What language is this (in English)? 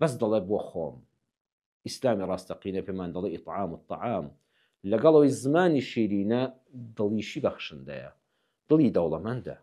Central Kurdish